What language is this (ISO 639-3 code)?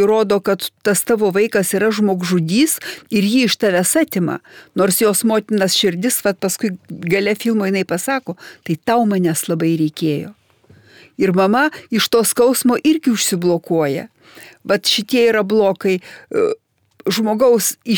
lit